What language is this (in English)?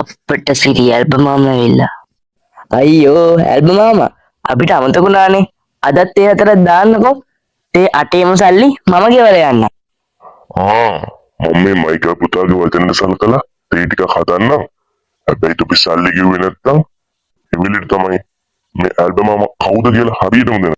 Sinhala